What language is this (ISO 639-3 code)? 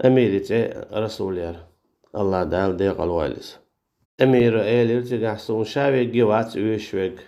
che